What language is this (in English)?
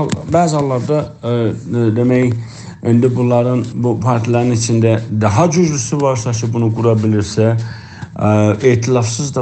South Azerbaijani